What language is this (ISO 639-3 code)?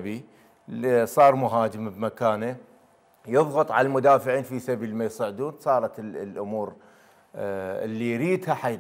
acm